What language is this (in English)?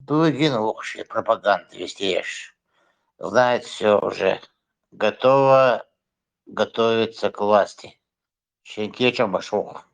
Chechen